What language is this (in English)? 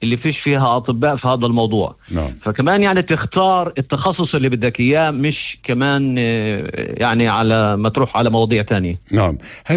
North Levantine Arabic